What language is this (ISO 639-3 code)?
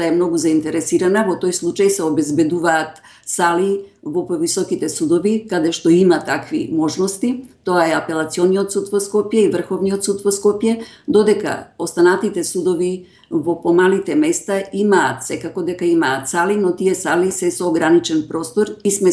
mkd